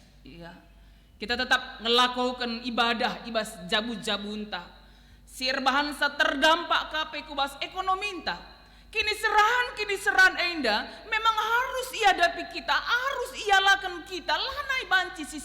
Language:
Batak Karo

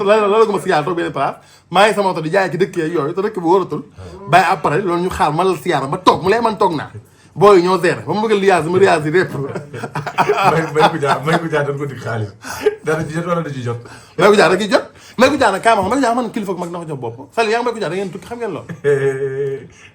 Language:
Wolof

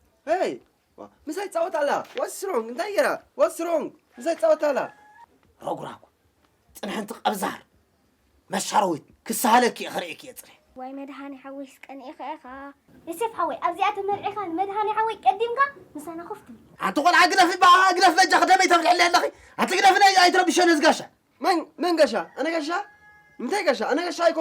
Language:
Tigrinya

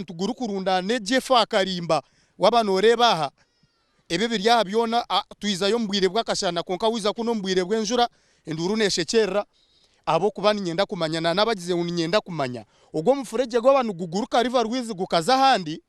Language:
Nyankole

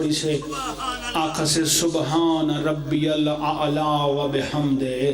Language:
Pahari-Potwari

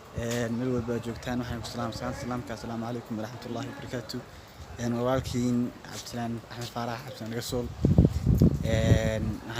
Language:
Somali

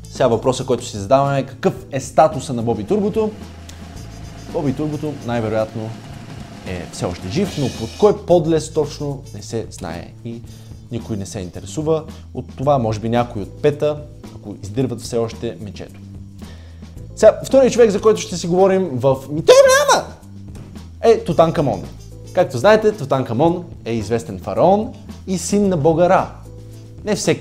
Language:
Bulgarian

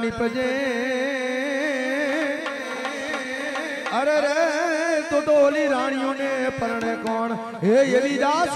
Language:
Gujarati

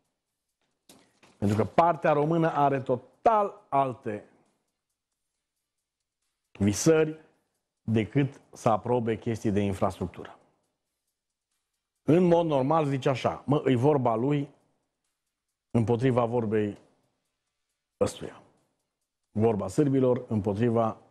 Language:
Romanian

